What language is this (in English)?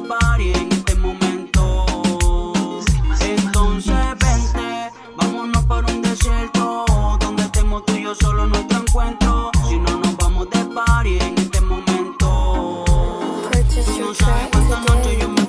Spanish